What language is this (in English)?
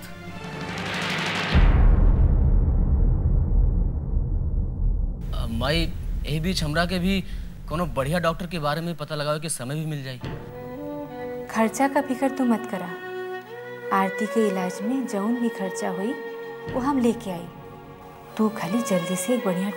Bhojpuri